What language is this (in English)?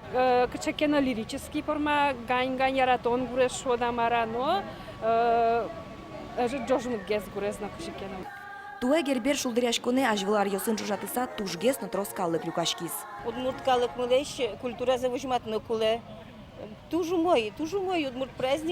Udmurt